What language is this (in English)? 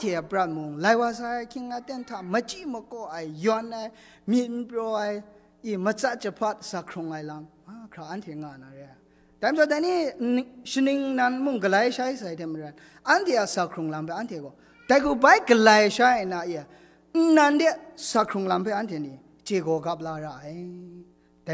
Kachin